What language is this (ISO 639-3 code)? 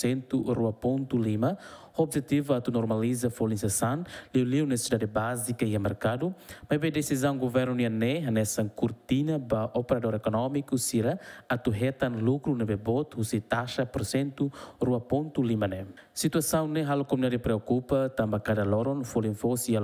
tet